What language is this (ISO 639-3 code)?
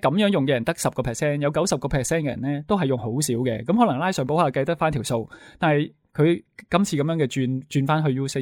yue